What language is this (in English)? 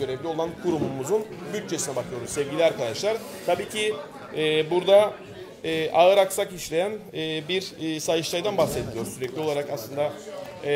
Turkish